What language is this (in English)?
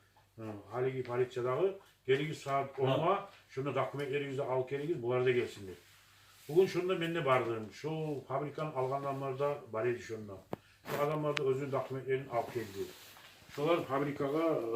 Kumyk